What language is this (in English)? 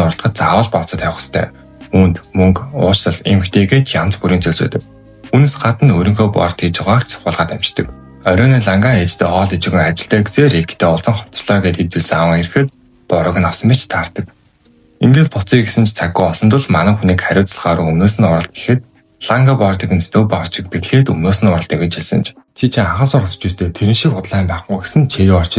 Mongolian